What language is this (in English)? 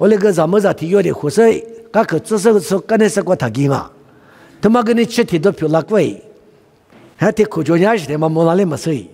Lisu